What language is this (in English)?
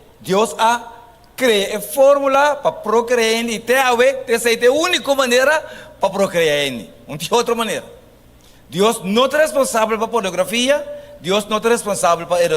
Papiamento